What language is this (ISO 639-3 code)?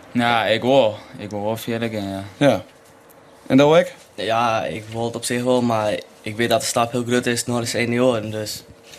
fry